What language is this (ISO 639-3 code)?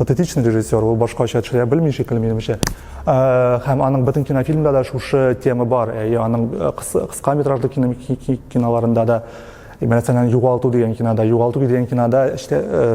tat